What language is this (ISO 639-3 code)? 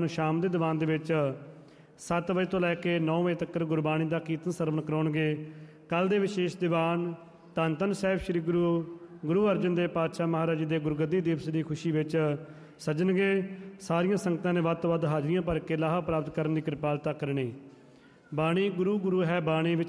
pan